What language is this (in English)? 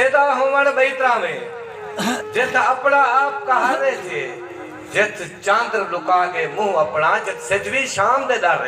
Saraiki